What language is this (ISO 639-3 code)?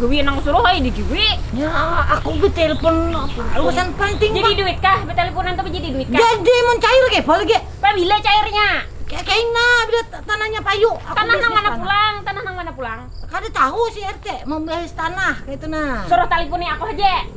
bjn